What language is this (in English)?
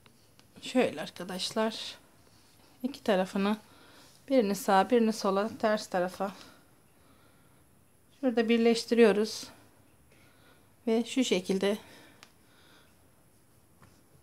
Turkish